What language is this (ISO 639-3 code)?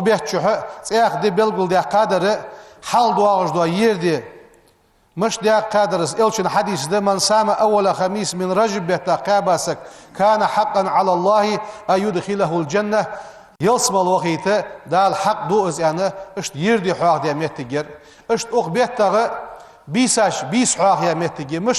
inh